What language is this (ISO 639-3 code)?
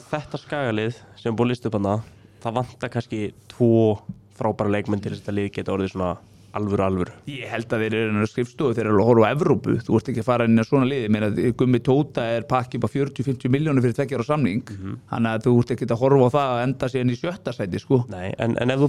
isl